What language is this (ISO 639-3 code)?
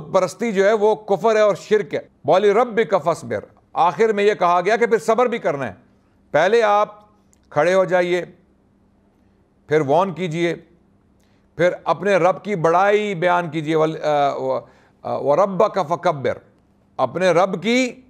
urd